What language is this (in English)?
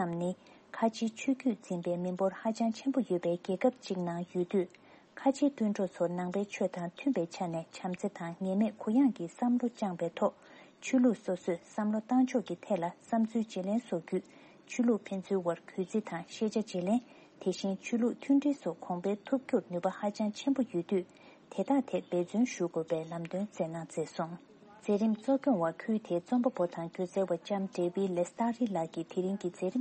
Tibetan